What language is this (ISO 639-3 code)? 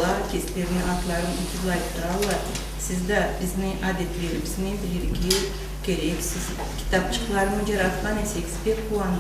krc